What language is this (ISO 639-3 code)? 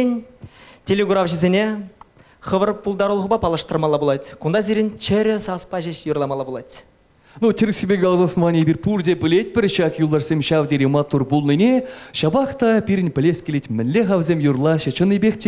chv